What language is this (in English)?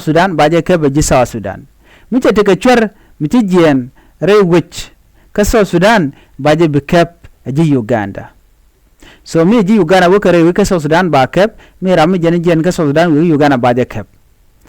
Nuer